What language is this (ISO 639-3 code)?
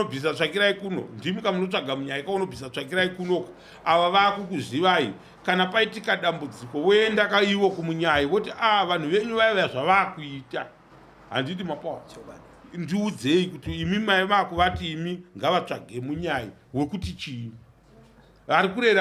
sna